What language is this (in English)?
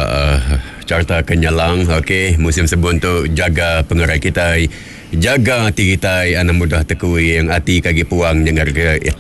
Iban